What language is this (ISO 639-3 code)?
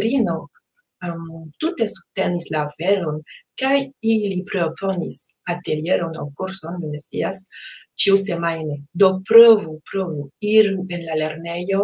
epo